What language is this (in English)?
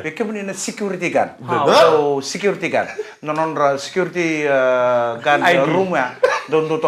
Fijian